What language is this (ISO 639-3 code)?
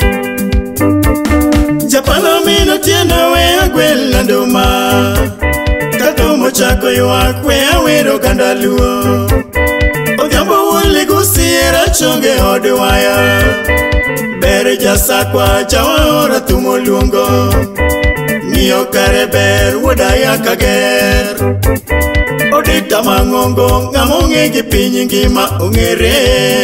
luo